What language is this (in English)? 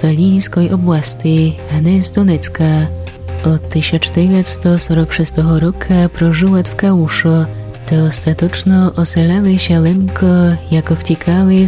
Rusyn